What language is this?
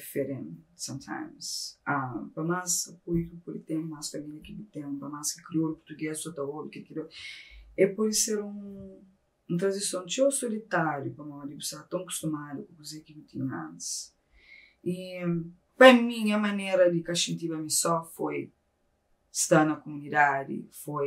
Kabuverdianu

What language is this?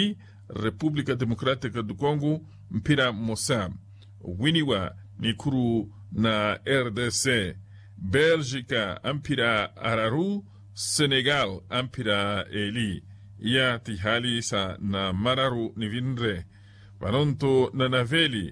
Makhuwa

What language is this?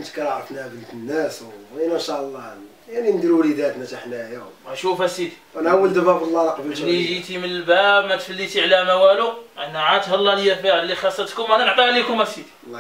Moroccan Arabic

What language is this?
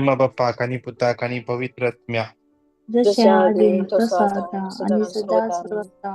Konkani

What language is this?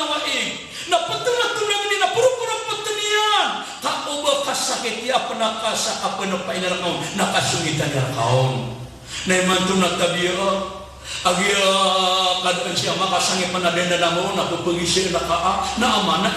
Maranao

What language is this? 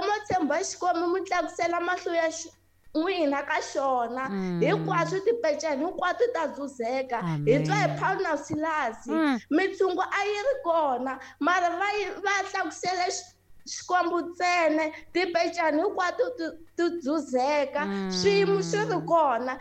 Tsonga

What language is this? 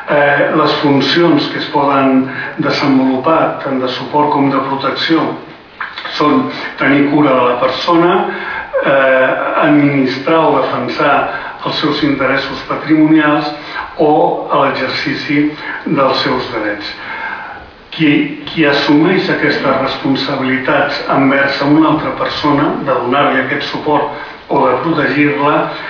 Catalan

